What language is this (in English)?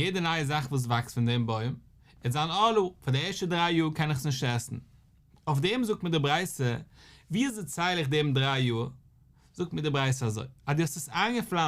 Yiddish